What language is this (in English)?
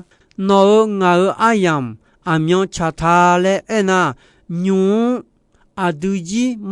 Akha